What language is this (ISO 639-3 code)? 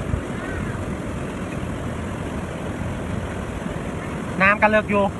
lao